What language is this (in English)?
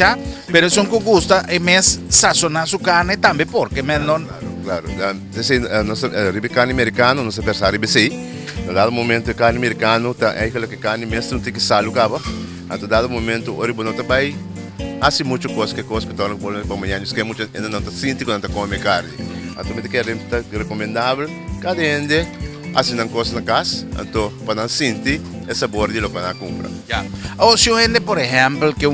Papiamento